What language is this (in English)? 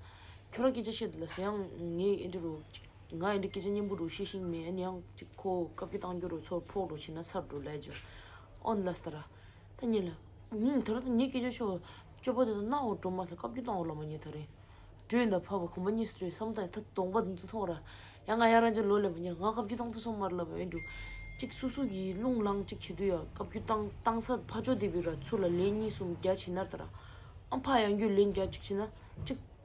Tibetan